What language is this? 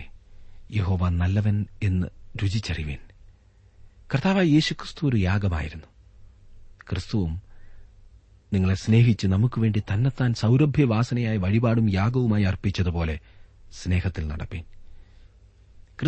Malayalam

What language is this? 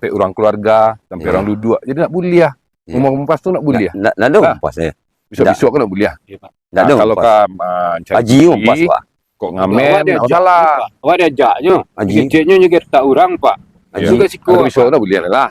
Minangkabau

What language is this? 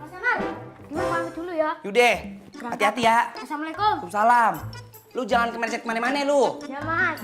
Betawi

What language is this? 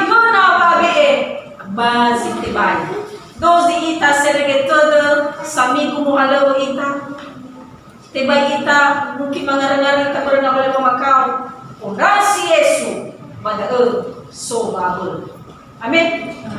Nias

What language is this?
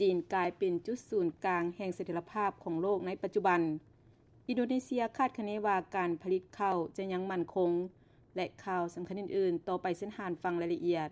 Lao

